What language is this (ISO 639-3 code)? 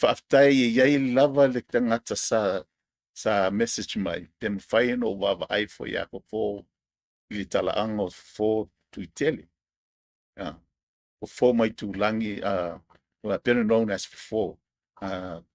smo